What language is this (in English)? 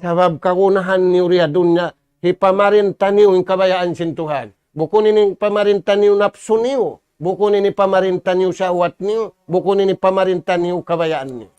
Tausug